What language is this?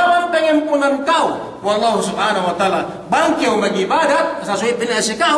Yakan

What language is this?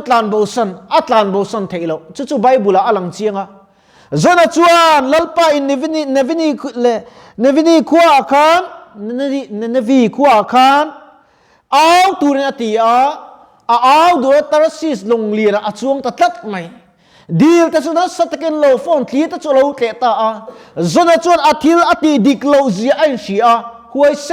Mizo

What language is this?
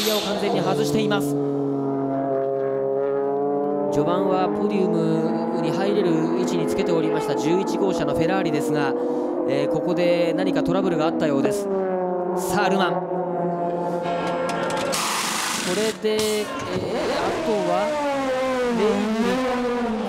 Japanese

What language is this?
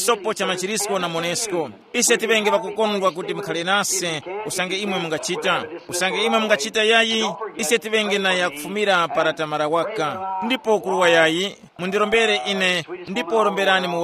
Tumbuka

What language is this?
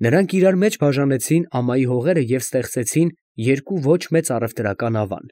Armenian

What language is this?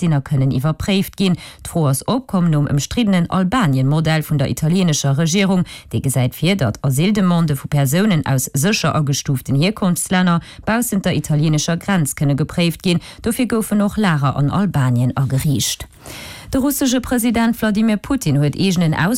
Luxembourgish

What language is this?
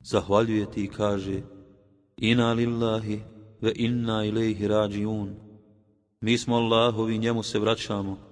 Bosnian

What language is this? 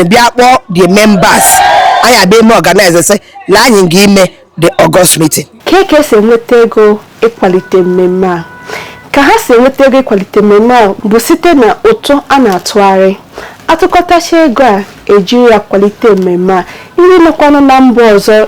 Igbo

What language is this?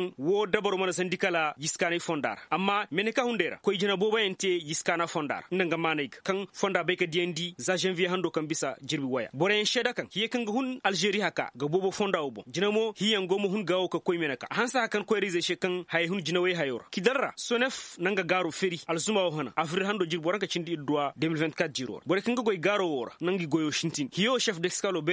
Koyraboro Senni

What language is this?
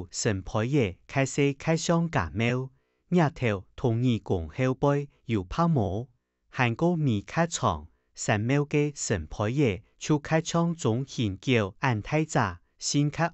Hakka Chinese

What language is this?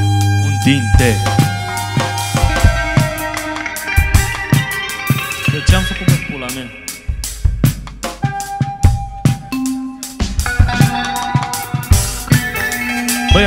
Romanian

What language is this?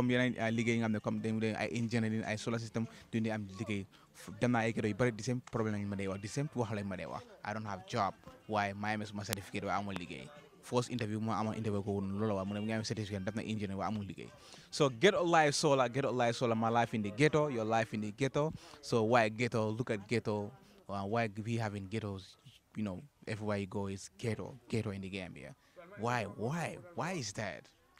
Wolof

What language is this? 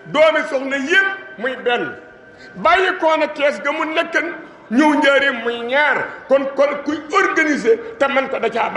Wolof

